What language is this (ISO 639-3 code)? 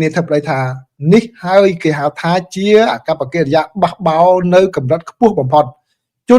khm